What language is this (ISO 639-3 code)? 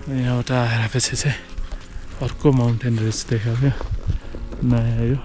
nep